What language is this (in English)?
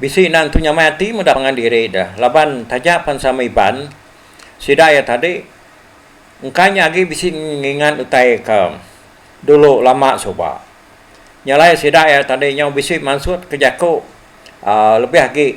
Iban